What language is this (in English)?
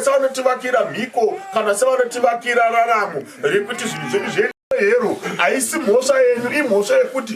Shona